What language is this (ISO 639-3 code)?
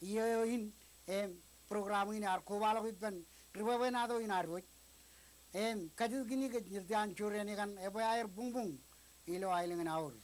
mah